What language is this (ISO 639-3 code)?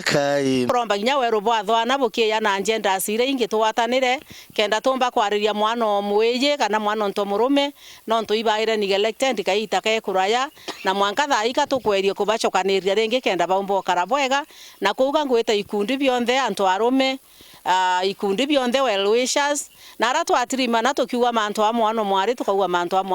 mer